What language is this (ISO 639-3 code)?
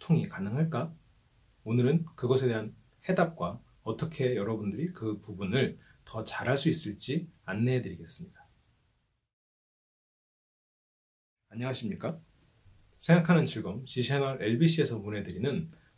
kor